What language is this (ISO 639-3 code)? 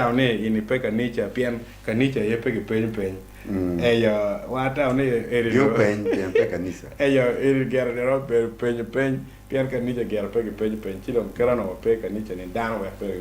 ach